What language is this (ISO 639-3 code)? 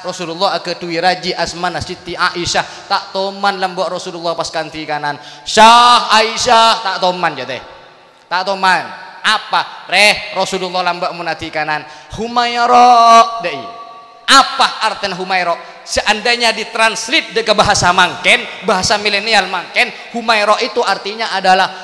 mad